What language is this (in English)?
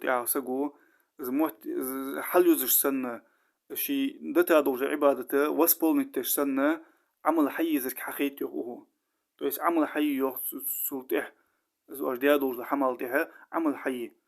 Ingush